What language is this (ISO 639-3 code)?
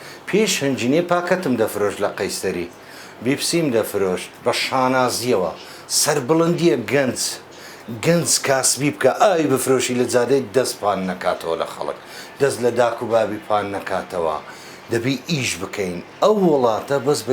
ckb